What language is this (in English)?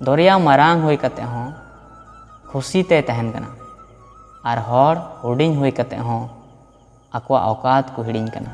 Santali